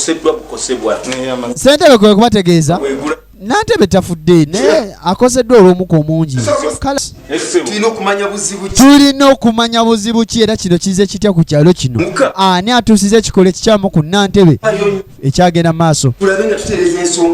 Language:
Ganda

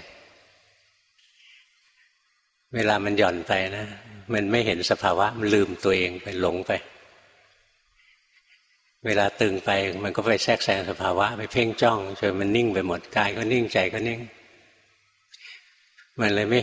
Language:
Thai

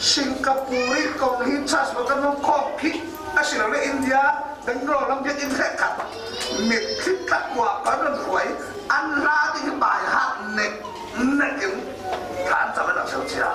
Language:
Falam Chin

